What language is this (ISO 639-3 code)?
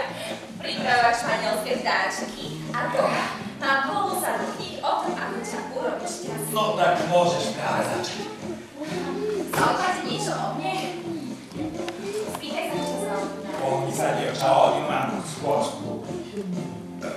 slk